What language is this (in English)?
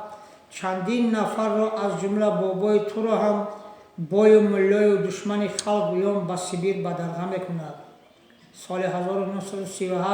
Tajik